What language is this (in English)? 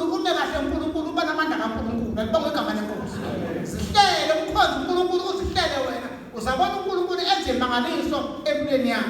Zulu